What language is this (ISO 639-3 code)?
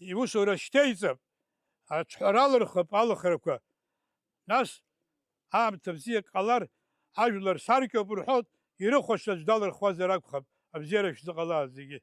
abk